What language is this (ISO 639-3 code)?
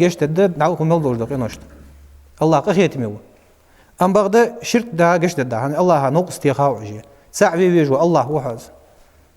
inh